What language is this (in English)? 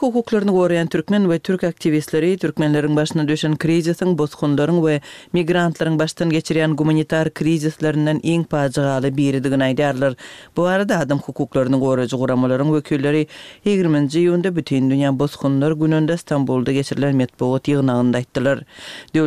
Turkmen